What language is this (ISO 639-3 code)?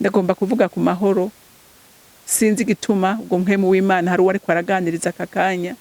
run